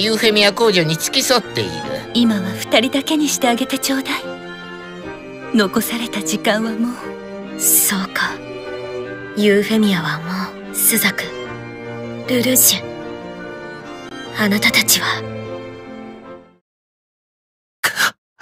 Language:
Japanese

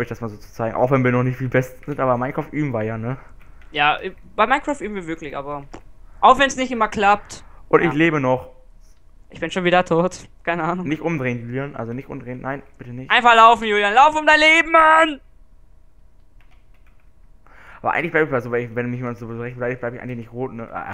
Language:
German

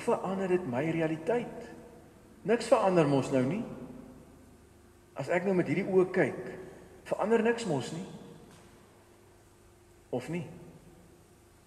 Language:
Afrikaans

